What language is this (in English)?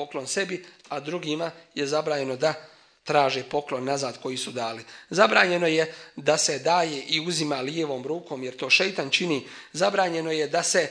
Bosnian